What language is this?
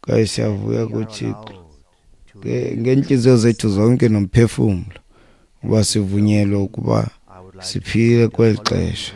Xhosa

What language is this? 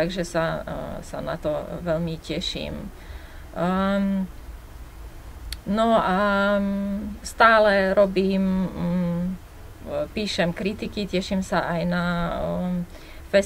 Slovak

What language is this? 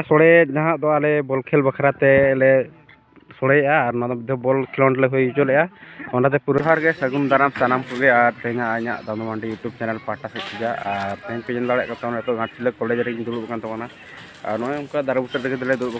Santali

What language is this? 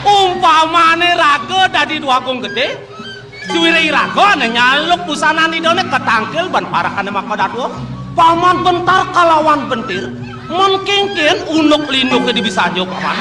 Balinese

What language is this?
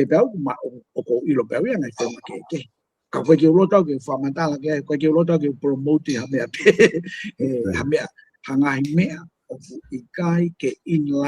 Tongan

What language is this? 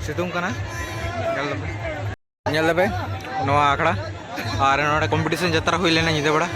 Santali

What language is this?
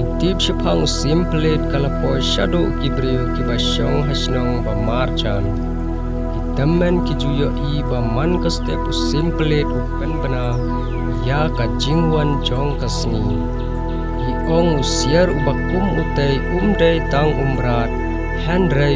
Khasi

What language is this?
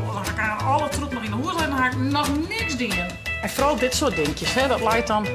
Western Frisian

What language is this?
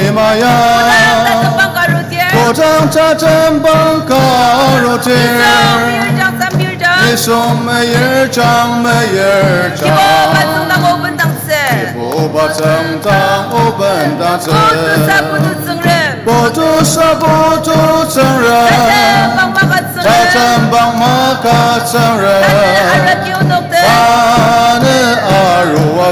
Ao Naga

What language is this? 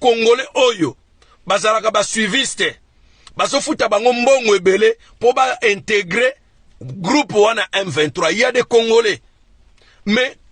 Lingala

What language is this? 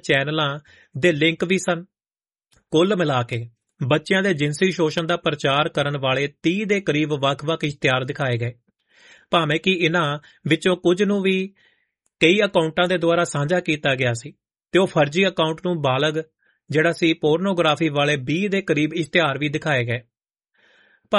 Punjabi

